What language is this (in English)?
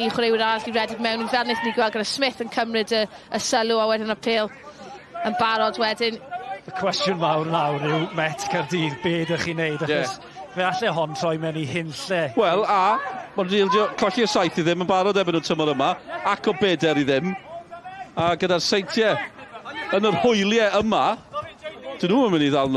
Welsh